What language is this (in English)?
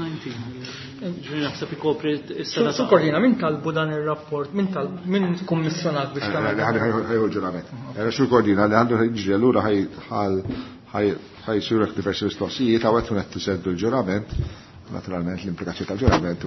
Maltese